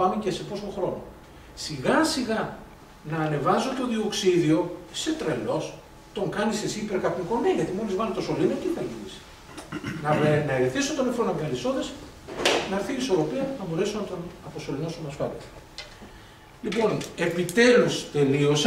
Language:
Greek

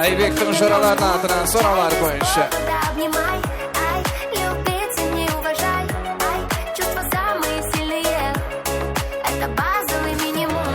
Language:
Kara-Kalpak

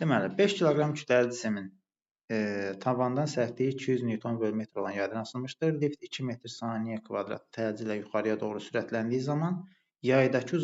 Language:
Azerbaijani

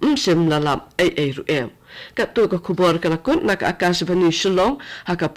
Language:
Khasi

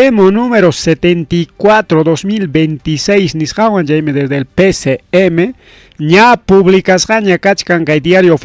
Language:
Ayacucho Quechua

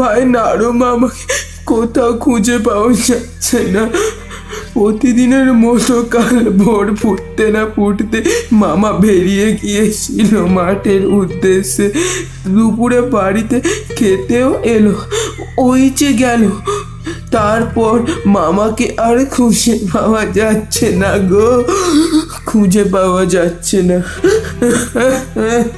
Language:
Bangla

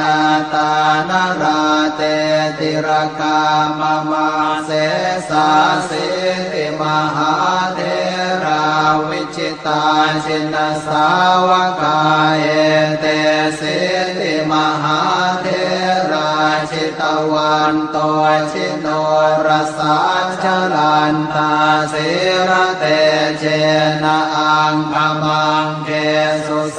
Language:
Pali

